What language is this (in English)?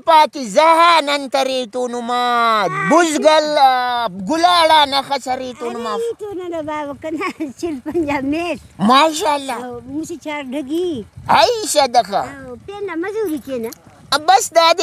Brahui